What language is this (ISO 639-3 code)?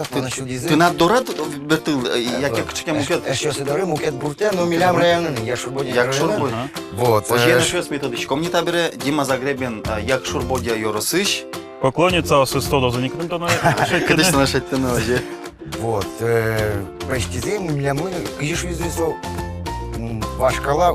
udm